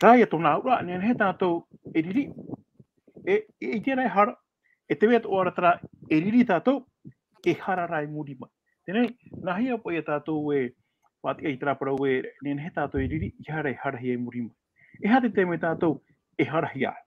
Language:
Tahitian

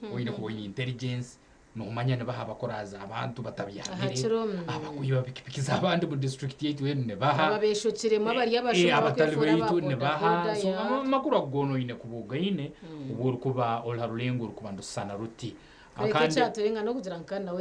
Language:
Nyankole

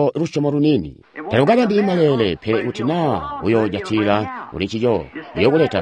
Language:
Tonga (Zambia)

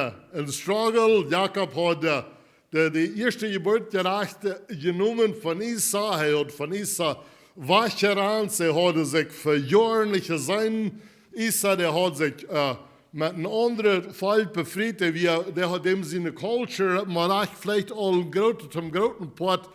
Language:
Plautdietsch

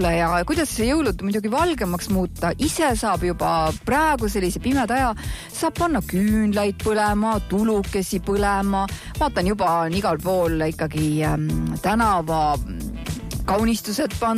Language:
Estonian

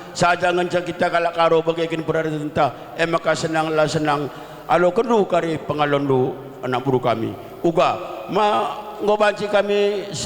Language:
Batak Karo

